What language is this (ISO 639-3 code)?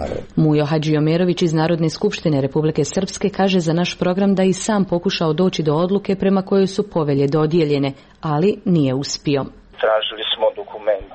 srp